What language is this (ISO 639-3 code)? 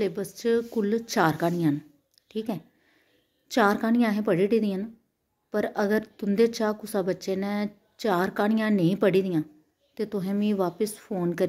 doi